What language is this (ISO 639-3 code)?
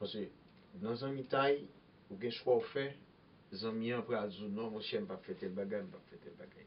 hat